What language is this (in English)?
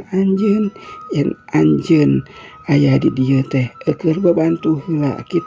Sundanese